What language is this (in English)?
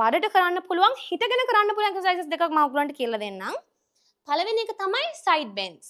Sinhala